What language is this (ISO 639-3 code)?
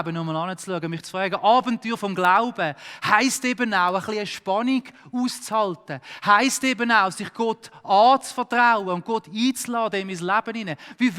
gsw